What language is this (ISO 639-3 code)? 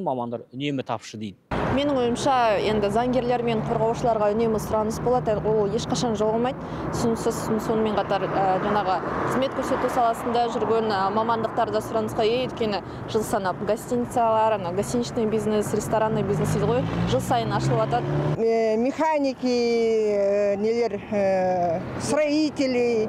kaz